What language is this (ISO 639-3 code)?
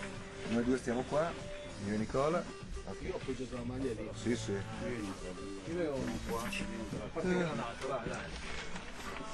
ita